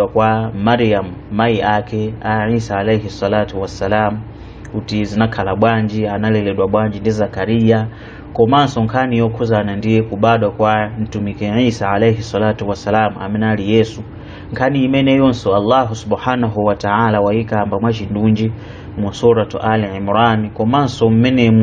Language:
Nyanja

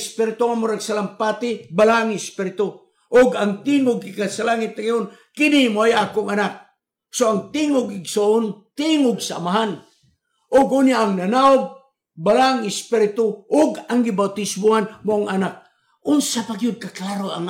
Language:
Cebuano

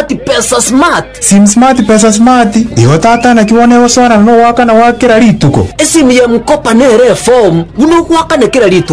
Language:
Gusii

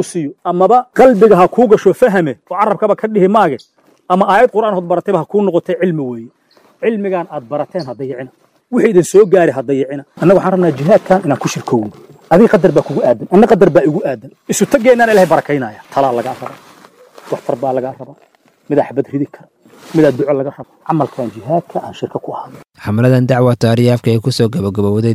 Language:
Somali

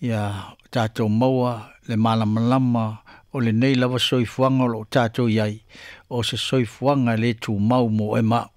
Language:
Samoan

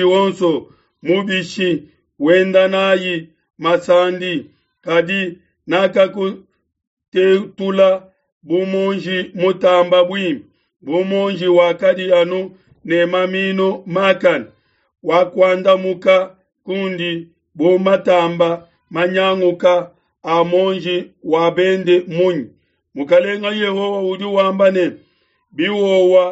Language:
Luba-Lulua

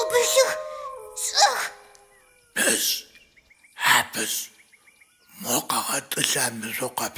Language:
Adyghe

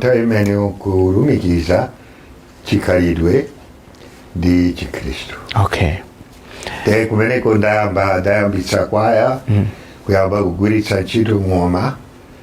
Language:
Nyanja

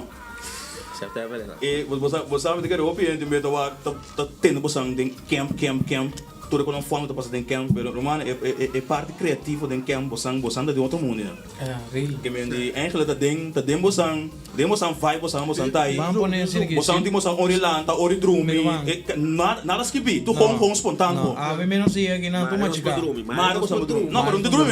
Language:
Papiamento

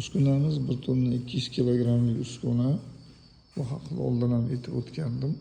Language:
Uzbek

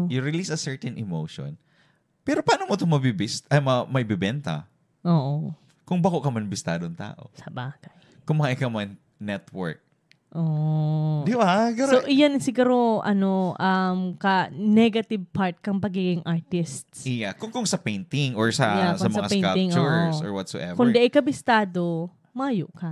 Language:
Bikol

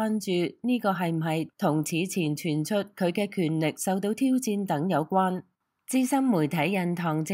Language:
Cantonese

